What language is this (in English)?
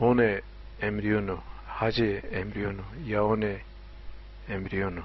Zaza